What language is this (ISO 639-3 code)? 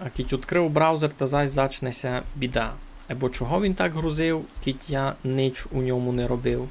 rue